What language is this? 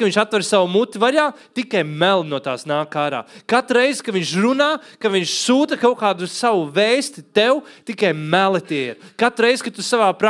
Latvian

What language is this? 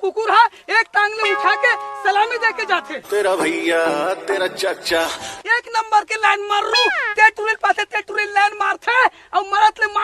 Chhattisgarhi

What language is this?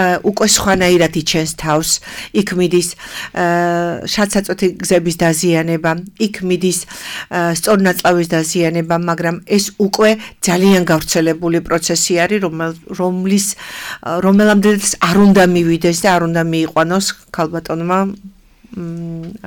Georgian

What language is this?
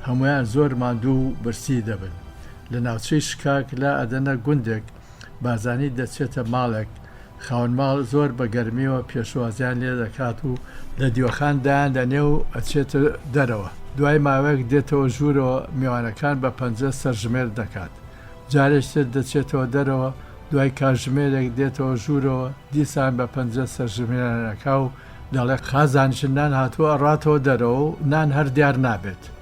Central Kurdish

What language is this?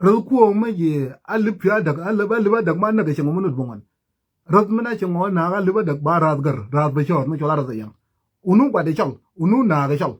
Nuer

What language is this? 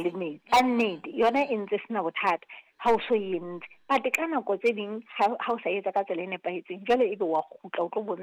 Southern Sotho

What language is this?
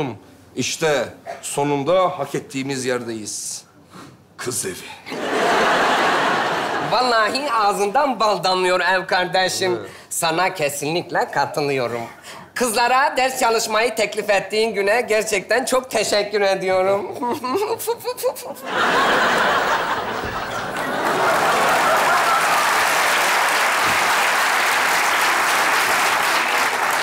Turkish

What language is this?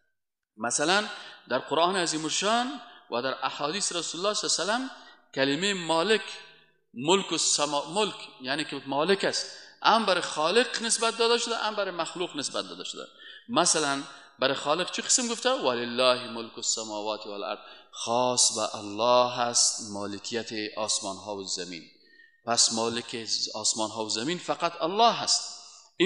Persian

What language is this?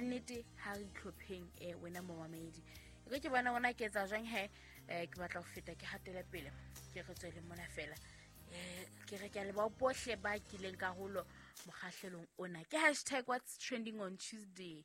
Southern Sotho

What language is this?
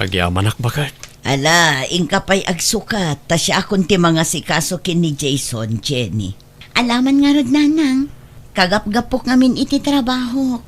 Iloko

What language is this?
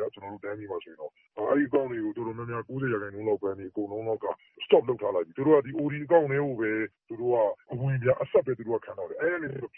Burmese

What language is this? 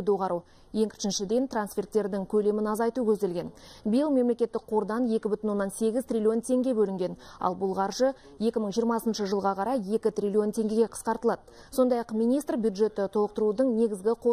Kazakh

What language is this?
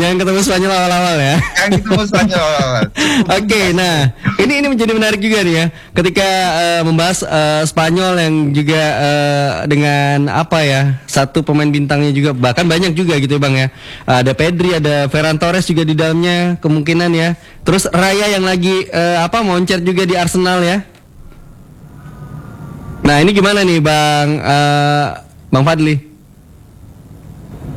Indonesian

